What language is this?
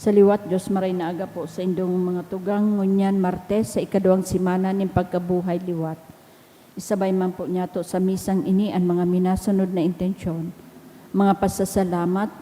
Bikol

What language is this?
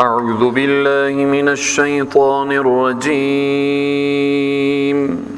Persian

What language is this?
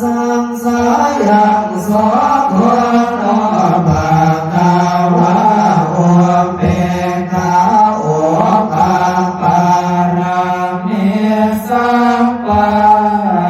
Pali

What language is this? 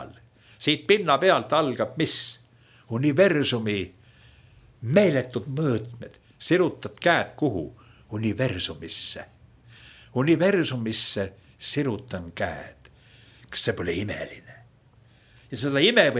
Estonian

